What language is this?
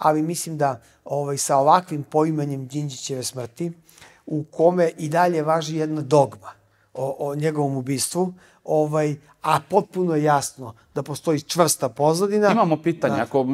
Serbian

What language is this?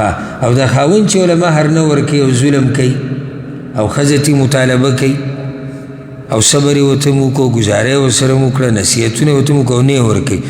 Pashto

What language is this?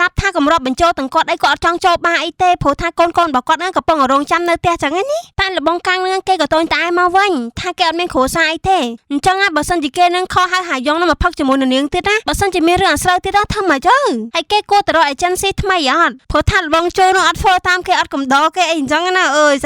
Khmer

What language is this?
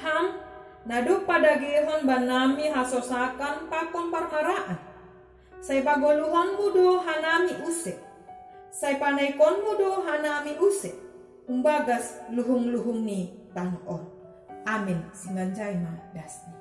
Batak Simalungun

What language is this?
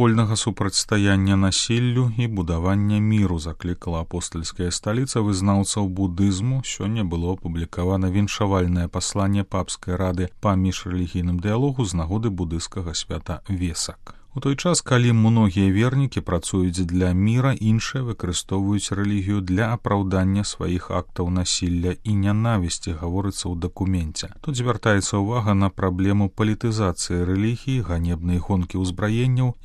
Belarusian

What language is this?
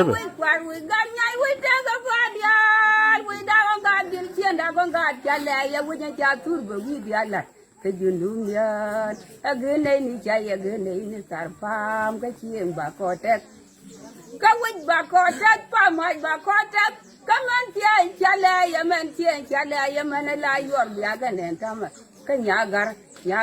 Nuer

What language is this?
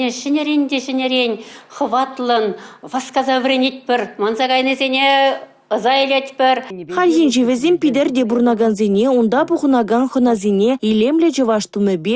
Chuvash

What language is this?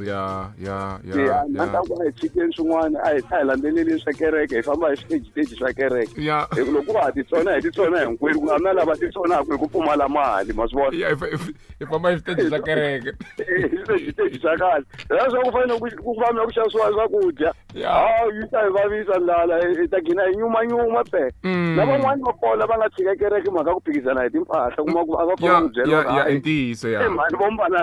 Tsonga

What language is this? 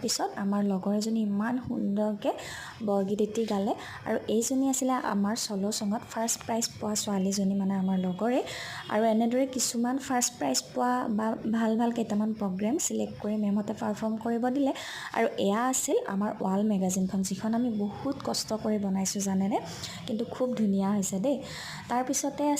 Assamese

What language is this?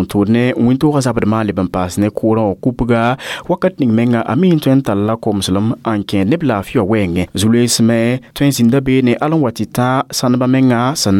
Mossi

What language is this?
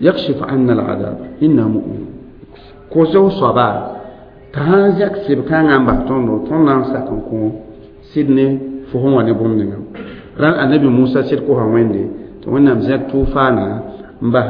Mossi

